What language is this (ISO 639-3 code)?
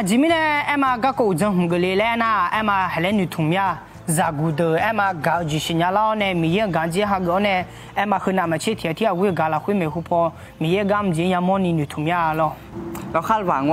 ahk